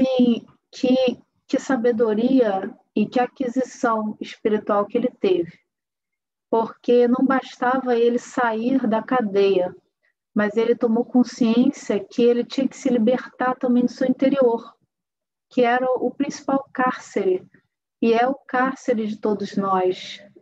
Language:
Portuguese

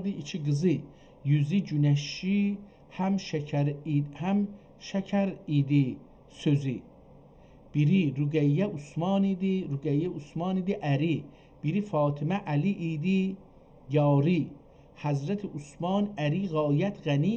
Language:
South Azerbaijani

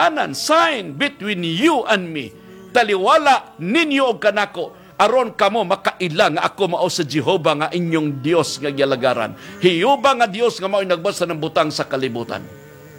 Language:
Cebuano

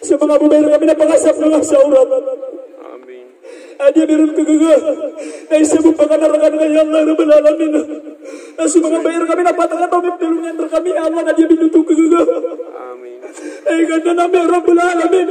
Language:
Maranao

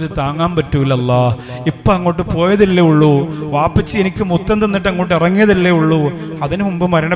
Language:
Malayalam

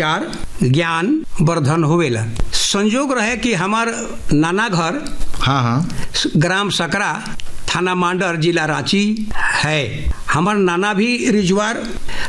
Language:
Sadri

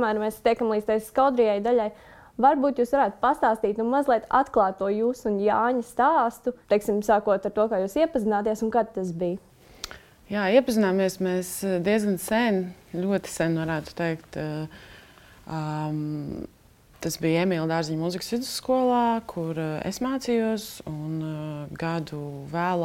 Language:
Latvian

